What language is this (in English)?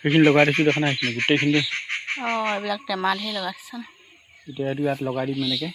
Assamese